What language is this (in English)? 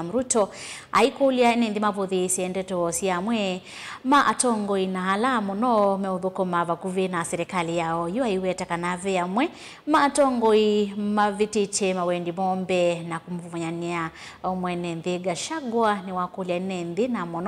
Kamba